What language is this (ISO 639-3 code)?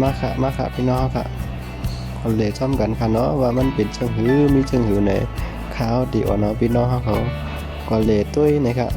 shn